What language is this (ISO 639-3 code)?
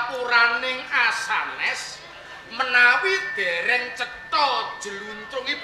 jav